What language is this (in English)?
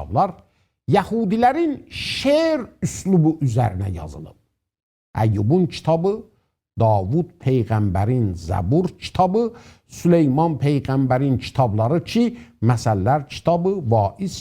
South Azerbaijani